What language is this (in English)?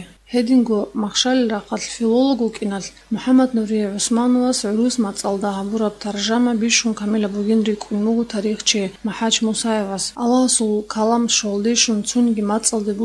Avaric